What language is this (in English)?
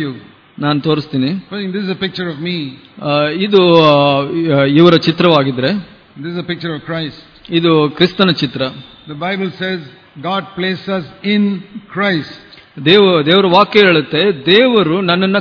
Kannada